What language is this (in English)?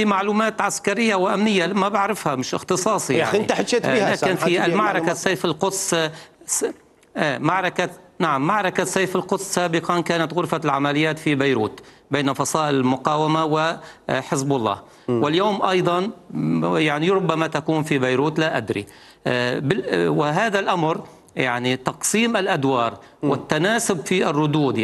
Mesopotamian Arabic